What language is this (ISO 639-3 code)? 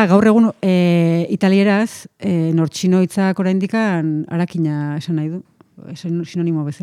eus